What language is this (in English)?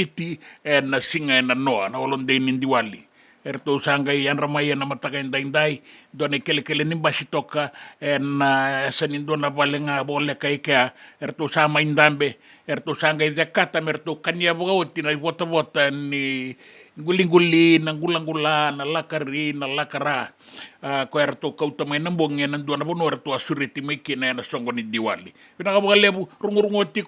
Fijian